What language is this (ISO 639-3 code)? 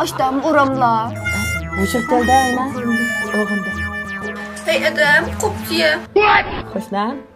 uig